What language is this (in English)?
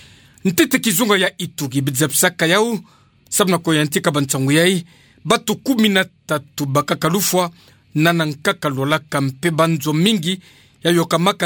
Kituba (Democratic Republic of Congo)